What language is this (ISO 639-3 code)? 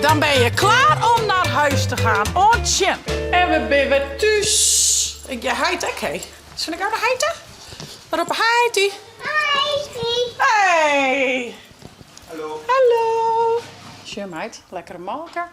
fry